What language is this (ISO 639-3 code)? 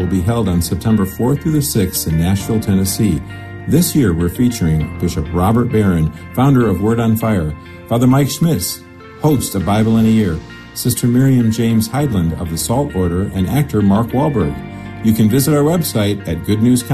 eng